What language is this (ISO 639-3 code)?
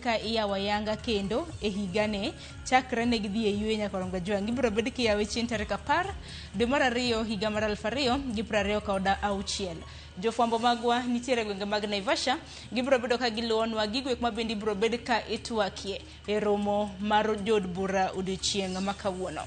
luo